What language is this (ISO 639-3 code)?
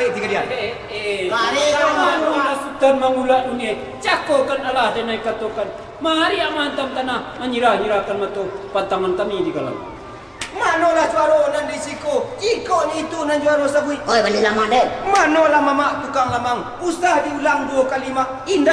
min